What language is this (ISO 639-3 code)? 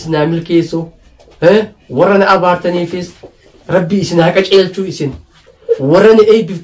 orm